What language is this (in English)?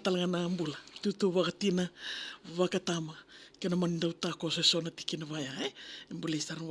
Fijian